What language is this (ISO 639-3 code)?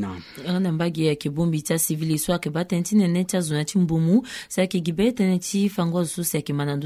sag